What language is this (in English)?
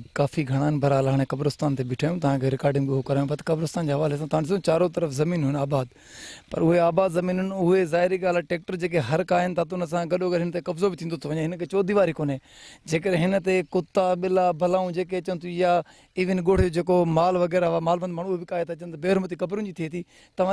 Sindhi